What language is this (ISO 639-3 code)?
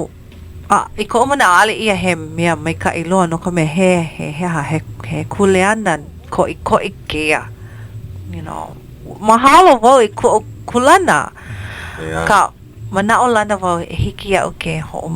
haw